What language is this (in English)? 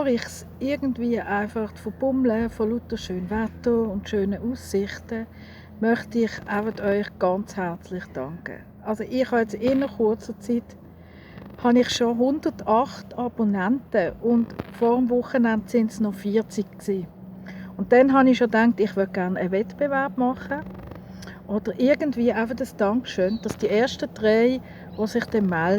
Swiss German